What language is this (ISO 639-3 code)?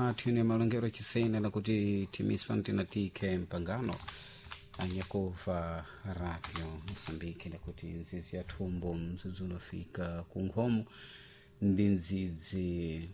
seh